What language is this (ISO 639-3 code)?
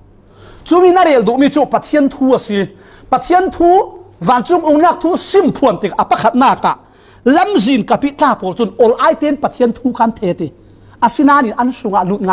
cfm